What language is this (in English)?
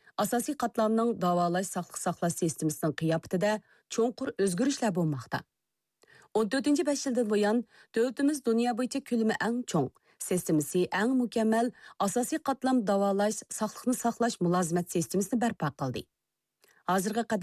Uyghur